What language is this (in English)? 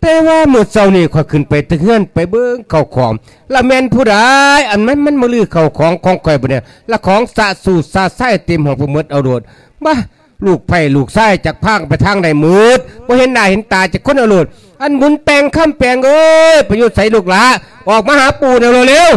Lao